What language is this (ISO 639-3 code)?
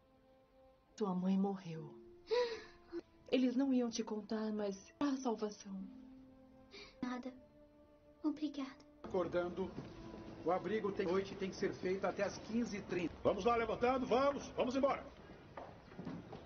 por